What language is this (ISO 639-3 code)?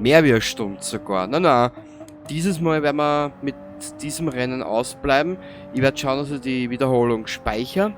bar